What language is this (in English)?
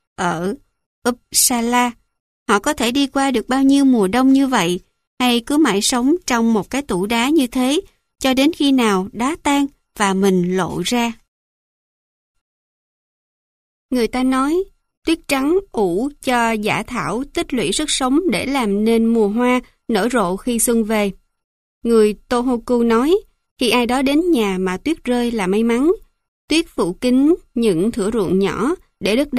Vietnamese